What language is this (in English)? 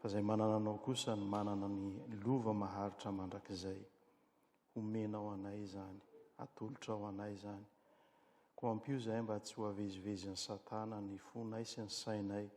Malagasy